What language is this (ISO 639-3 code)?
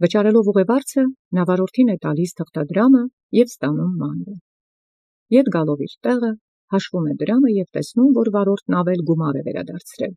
hye